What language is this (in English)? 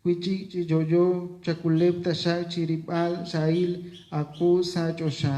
Kekchí